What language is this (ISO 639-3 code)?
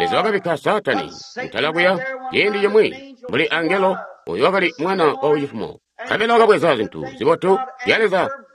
toi